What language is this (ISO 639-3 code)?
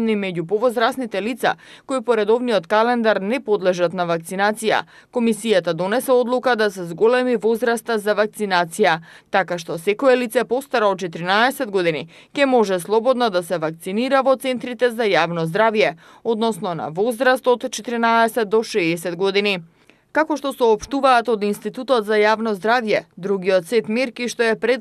mkd